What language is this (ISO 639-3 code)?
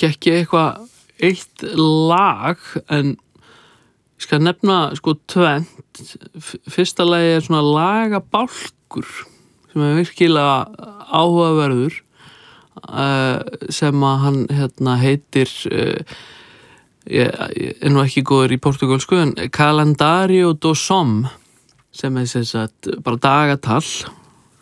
isl